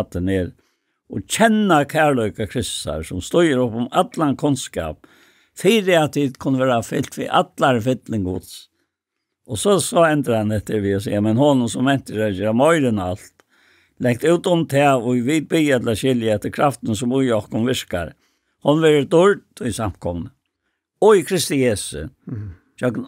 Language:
Faroese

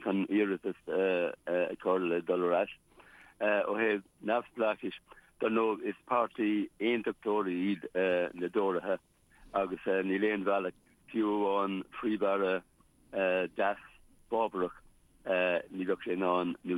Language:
Irish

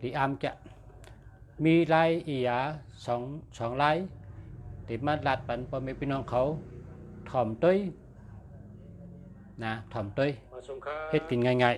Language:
Shan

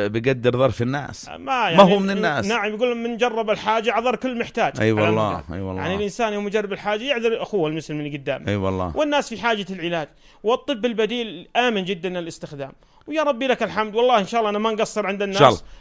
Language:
North Levantine Arabic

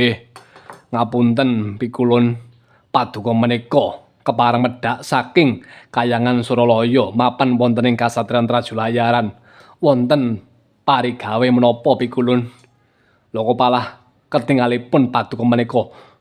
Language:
Javanese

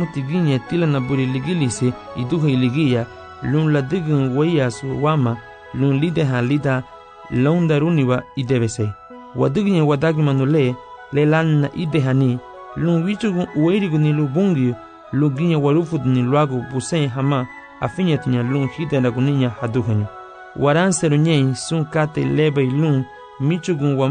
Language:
Garifuna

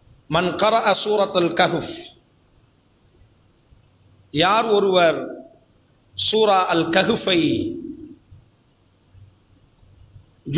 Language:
Tamil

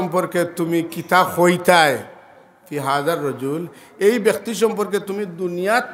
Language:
Sylheti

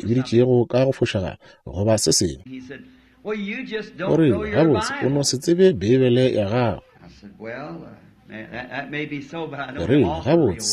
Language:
Northern Sotho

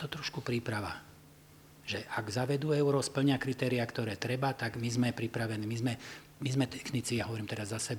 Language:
Slovak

